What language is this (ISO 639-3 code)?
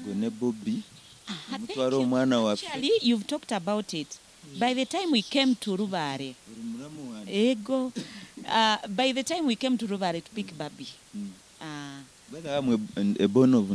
nyn